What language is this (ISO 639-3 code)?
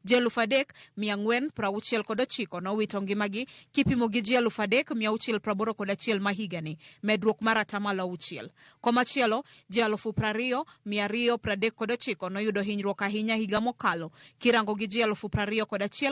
luo